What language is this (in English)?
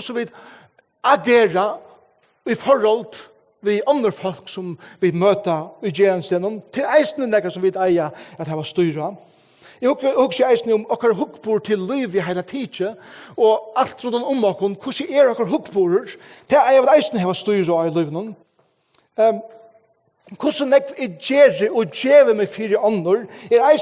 Faroese